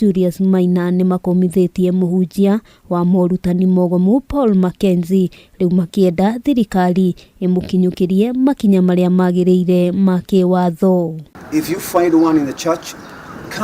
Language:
Kikuyu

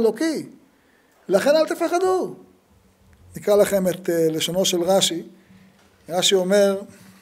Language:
Hebrew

